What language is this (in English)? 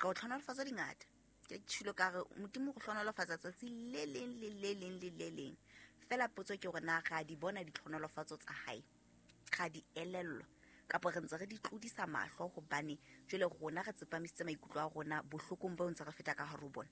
Southern Sotho